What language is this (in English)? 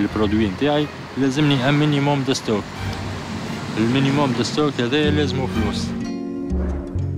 Tunisian Arabic